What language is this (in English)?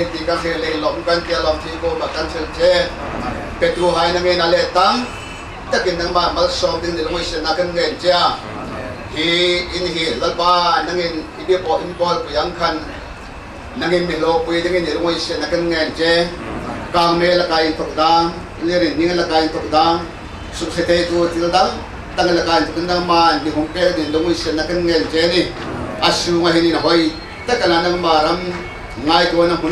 Hmar